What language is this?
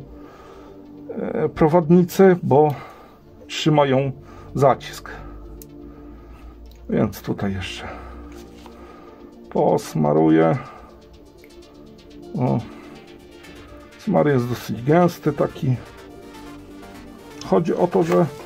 Polish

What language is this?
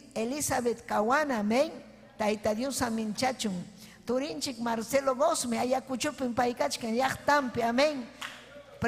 Ayacucho Quechua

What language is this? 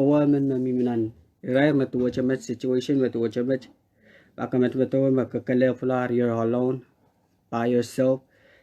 Pohnpeian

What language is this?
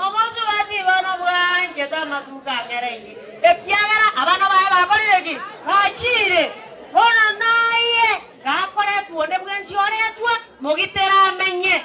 Gusii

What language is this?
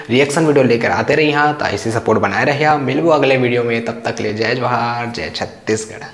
Chhattisgarhi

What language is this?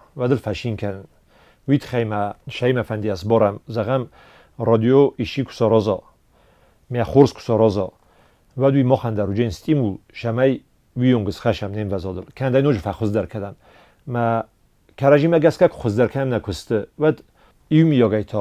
Ossetic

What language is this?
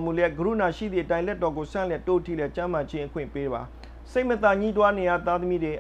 Burmese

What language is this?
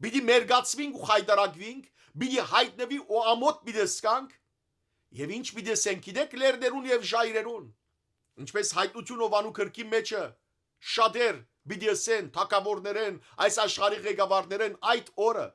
Western Armenian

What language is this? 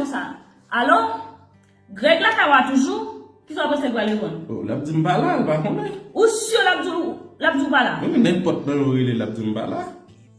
Haitian Creole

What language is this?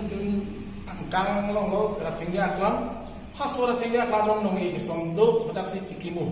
Karbi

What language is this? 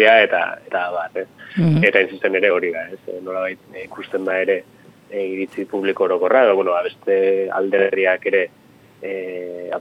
Basque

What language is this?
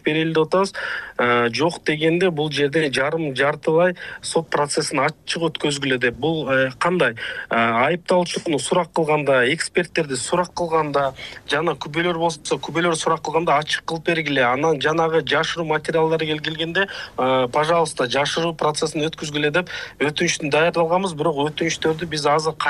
Kyrgyz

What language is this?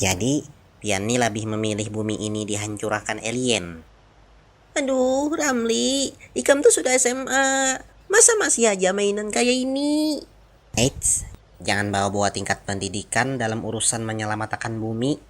Banjar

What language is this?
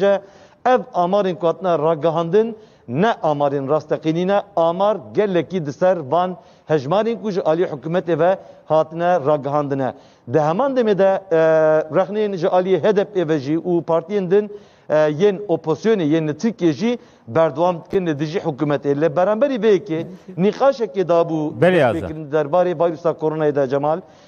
Kurdish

